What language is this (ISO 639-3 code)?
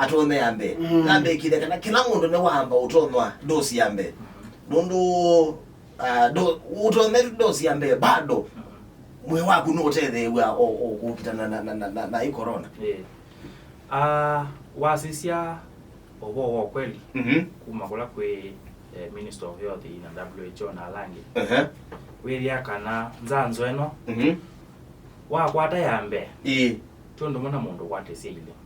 kam